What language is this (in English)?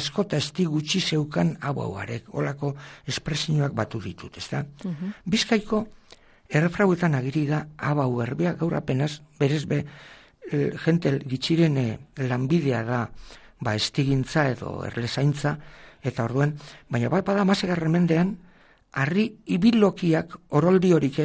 Basque